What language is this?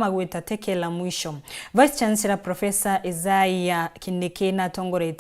Meru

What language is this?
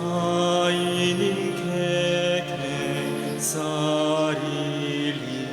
Pampanga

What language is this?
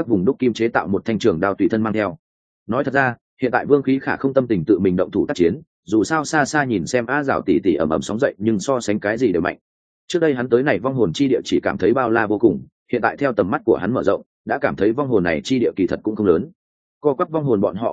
Vietnamese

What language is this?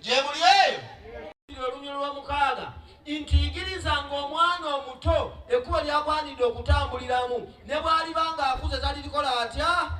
Ganda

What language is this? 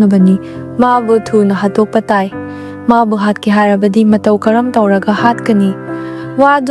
Manipuri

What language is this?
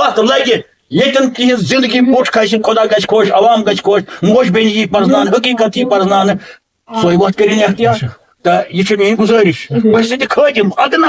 Kashmiri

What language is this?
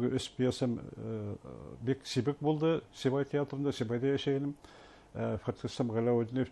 Bashkir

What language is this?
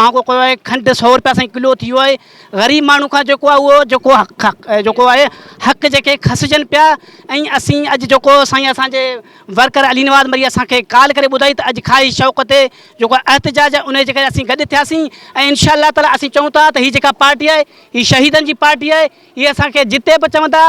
Sindhi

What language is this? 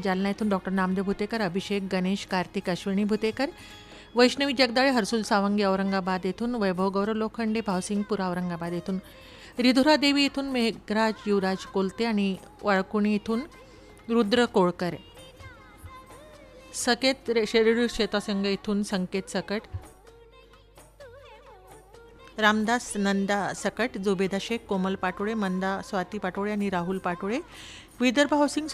Marathi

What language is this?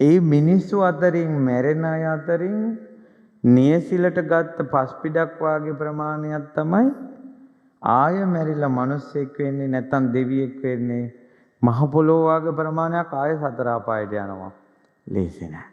Sinhala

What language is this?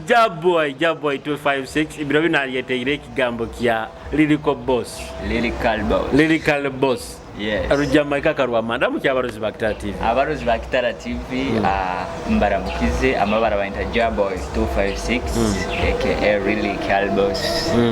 Nyoro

